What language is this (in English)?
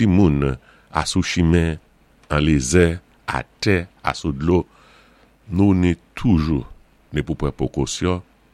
Saint Lucian Creole French